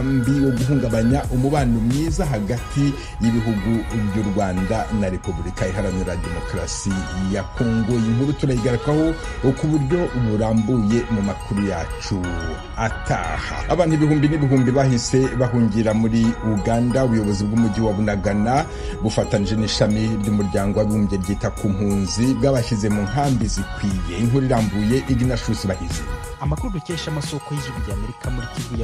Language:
Kinyarwanda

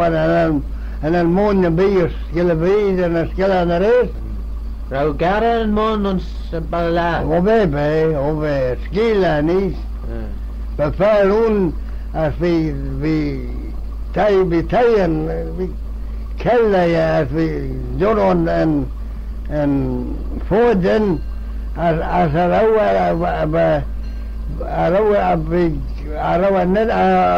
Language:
Manx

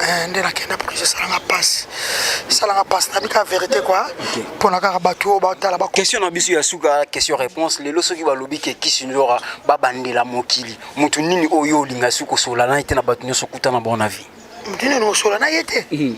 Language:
Lingala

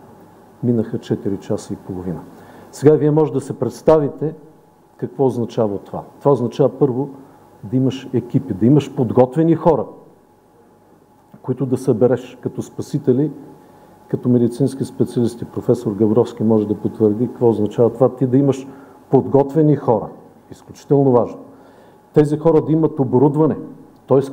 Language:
Bulgarian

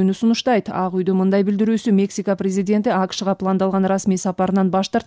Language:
Kyrgyz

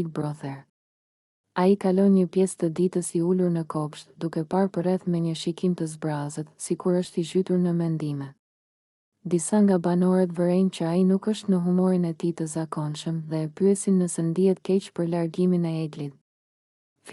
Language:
Albanian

